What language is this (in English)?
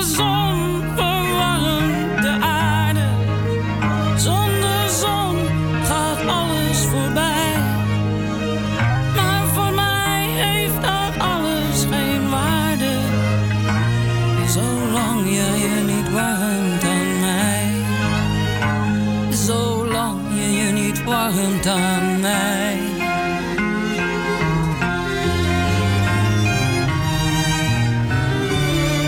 Dutch